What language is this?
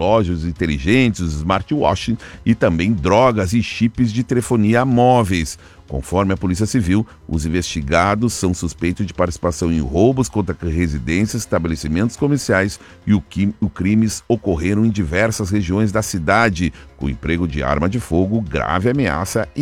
Portuguese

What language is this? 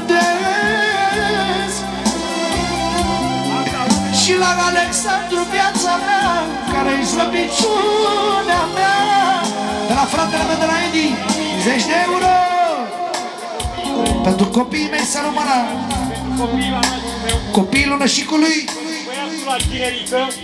Romanian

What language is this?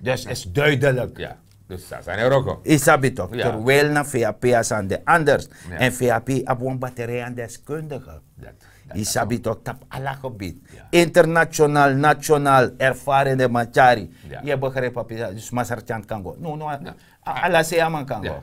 Sranan Tongo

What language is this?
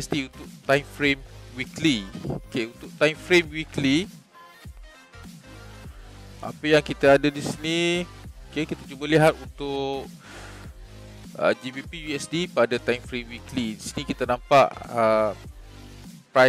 Malay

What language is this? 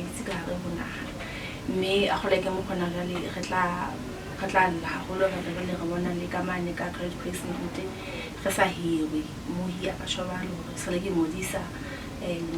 Southern Sotho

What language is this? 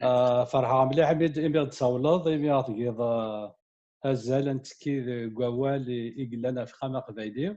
Kabyle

